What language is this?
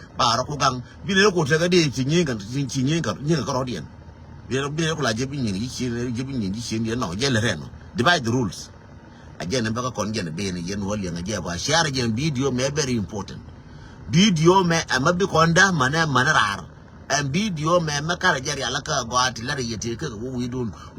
Nuer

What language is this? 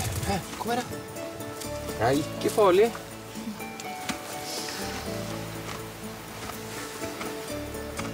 Norwegian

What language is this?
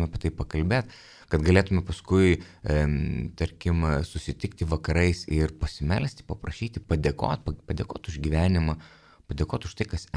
Lithuanian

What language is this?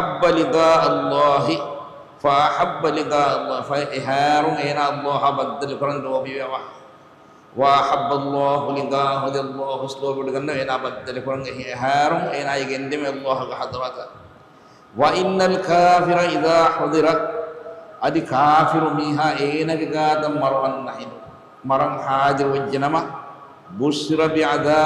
Divehi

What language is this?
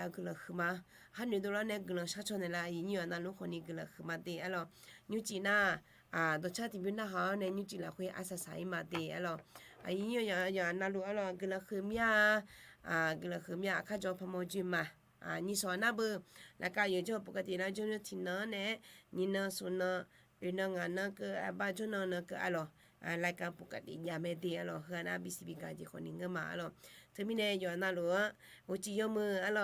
Akha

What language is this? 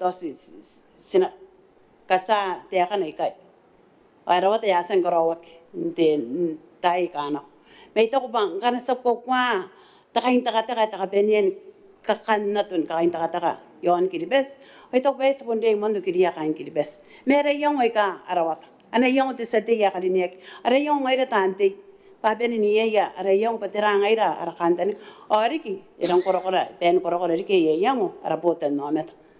Gilbertese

